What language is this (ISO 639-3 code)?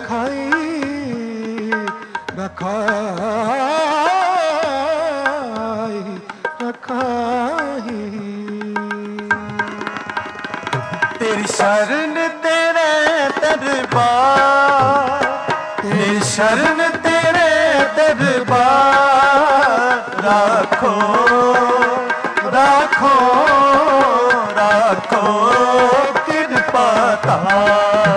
pan